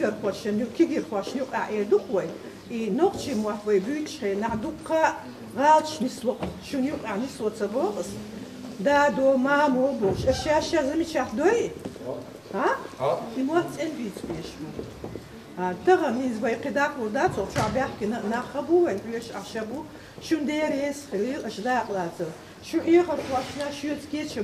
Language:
Chechen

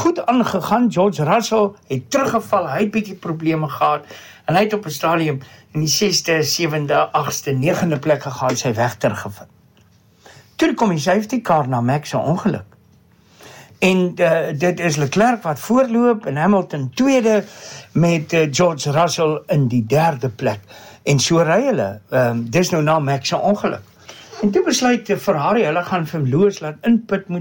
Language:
Afrikaans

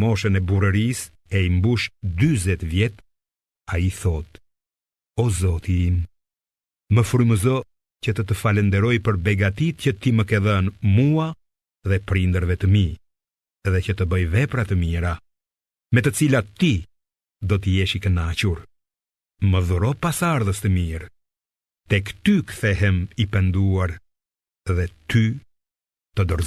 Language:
Albanian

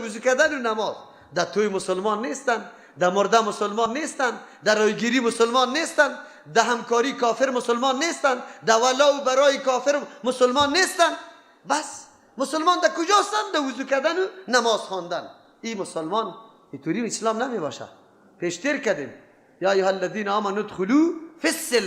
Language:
Persian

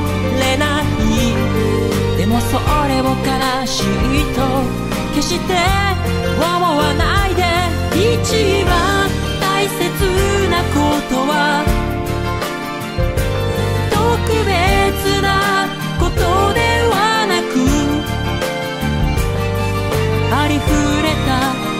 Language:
Japanese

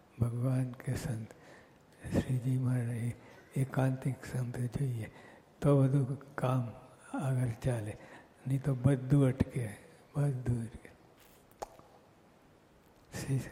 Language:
Gujarati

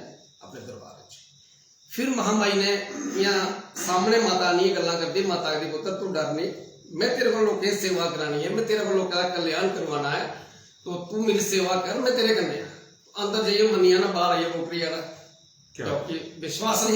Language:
Dogri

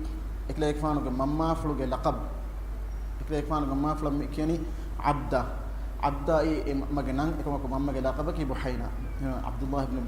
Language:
Divehi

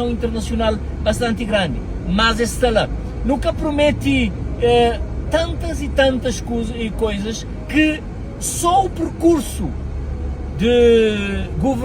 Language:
Kabuverdianu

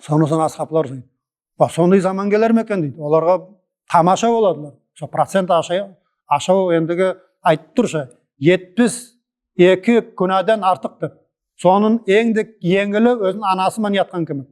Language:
Nogai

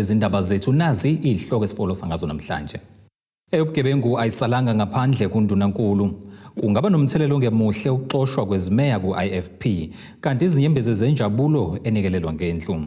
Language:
Zulu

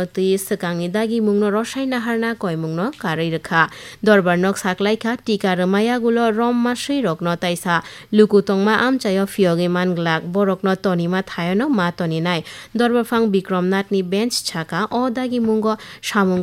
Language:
Kok Borok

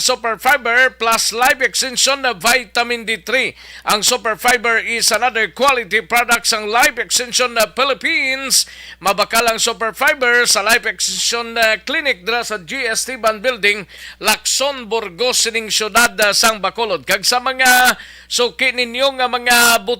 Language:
Hiligaynon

